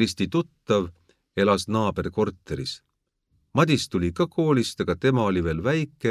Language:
Estonian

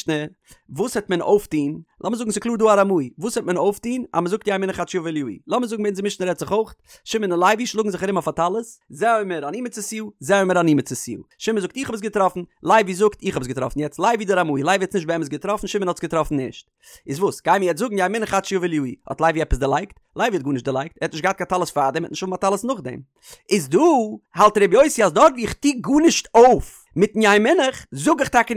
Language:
Yiddish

